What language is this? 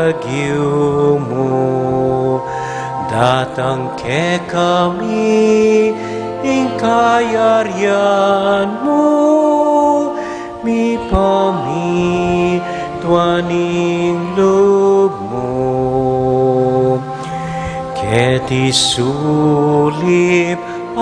Pampanga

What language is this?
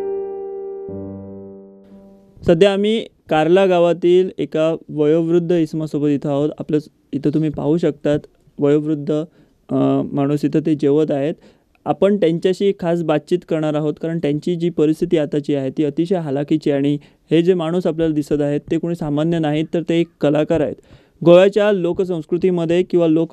Marathi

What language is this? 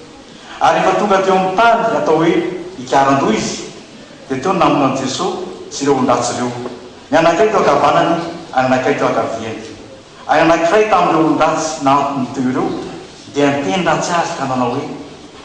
Malagasy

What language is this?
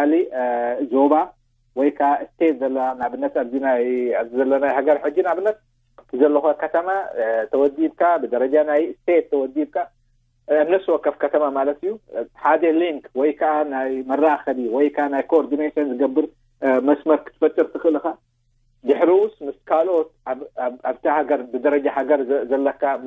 Tigrinya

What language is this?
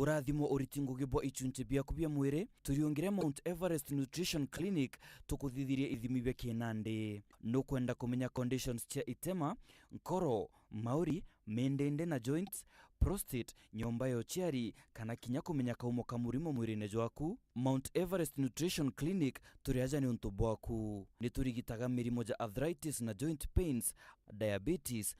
Meru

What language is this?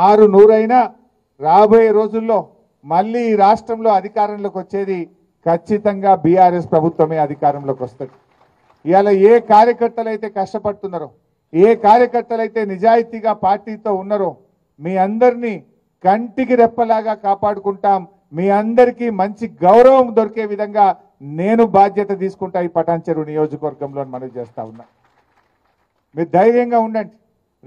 Telugu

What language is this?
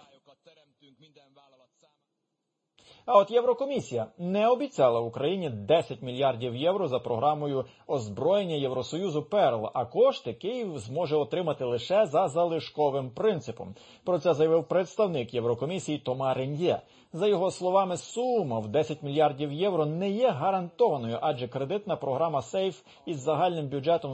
Ukrainian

